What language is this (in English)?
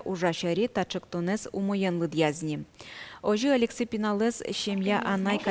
Udmurt